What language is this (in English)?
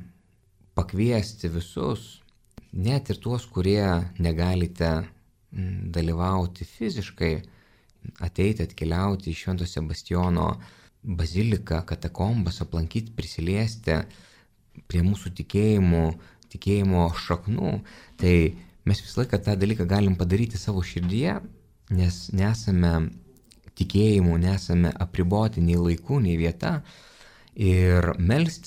Lithuanian